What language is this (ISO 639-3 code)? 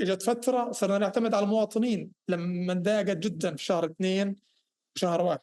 apc